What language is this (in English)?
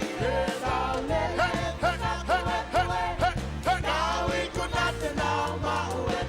Tongan